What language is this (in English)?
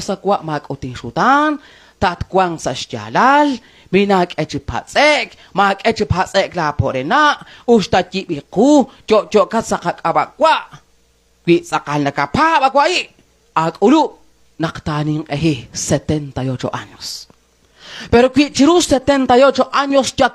Kekchí